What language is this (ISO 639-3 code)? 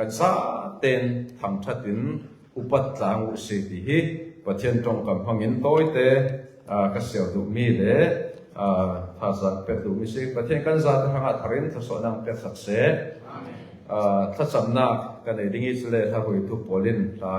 cfm